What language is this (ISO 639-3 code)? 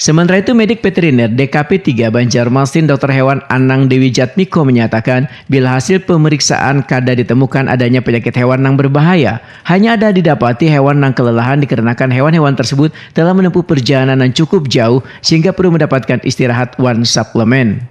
bjn